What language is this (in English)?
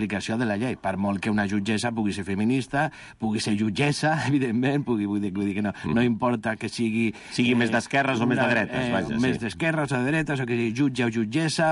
Catalan